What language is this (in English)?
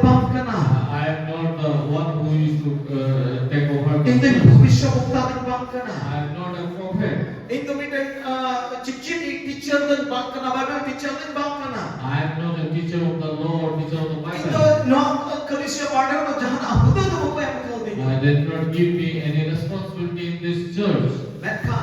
Santali